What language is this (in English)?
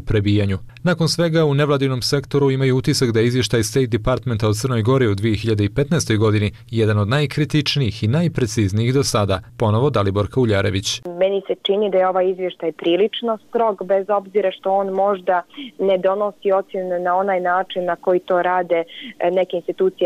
Serbian